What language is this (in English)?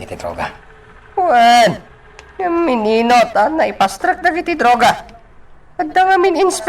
Iloko